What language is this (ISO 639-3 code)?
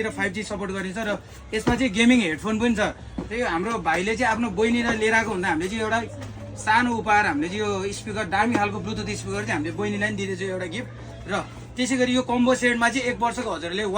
nep